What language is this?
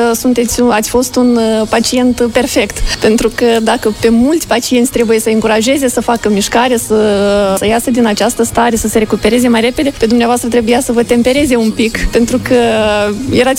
Romanian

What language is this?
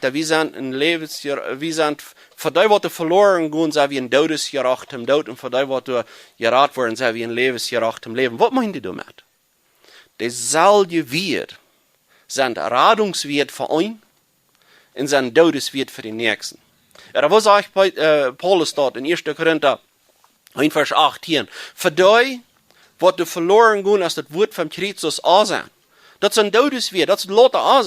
Plautdietsch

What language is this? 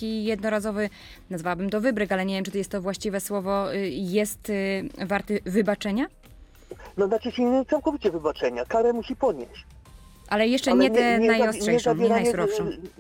Polish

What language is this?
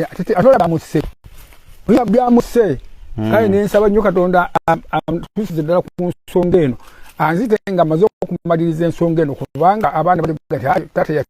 Ganda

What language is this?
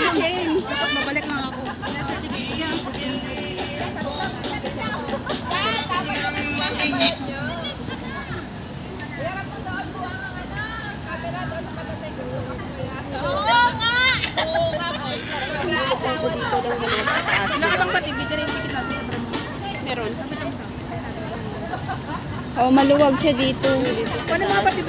Filipino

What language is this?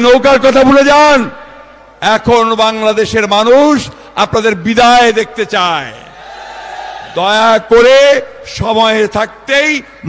Bangla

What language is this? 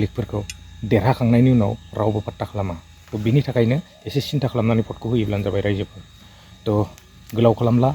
Bodo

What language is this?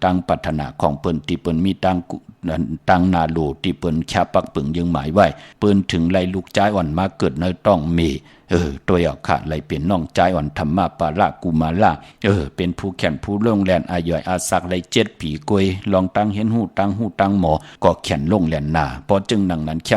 Shan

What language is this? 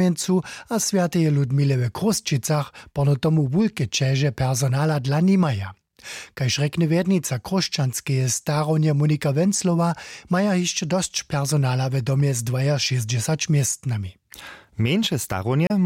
Upper Sorbian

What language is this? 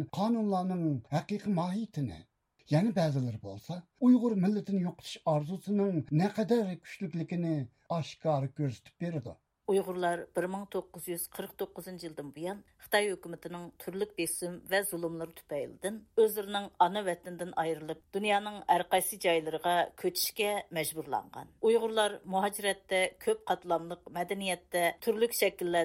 Uyghur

